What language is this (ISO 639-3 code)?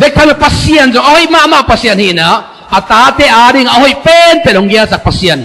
ctd